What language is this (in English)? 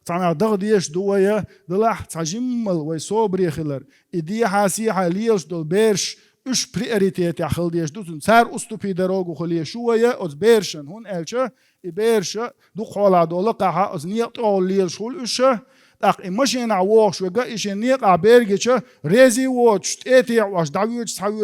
Chechen